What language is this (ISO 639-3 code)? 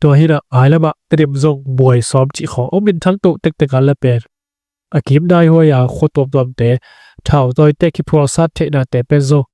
ctd